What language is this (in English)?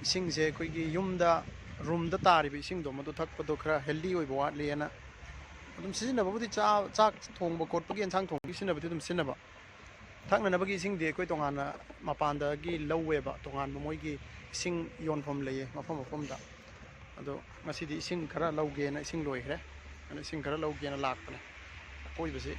Manipuri